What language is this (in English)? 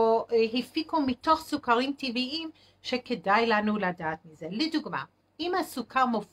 Hebrew